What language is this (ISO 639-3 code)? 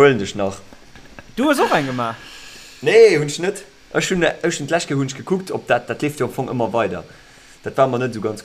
ltz